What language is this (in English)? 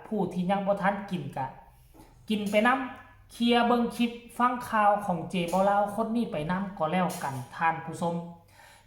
Northeastern Thai